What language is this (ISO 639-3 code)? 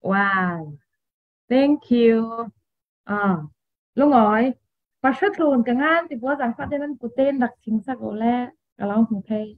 cfm